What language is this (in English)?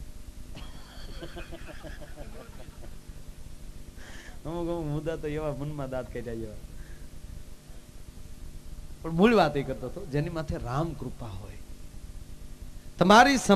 Gujarati